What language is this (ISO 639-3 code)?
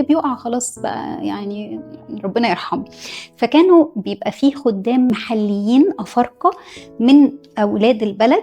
arz